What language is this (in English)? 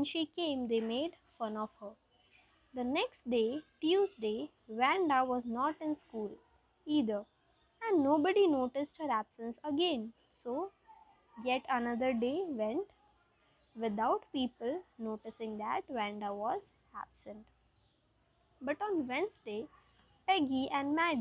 English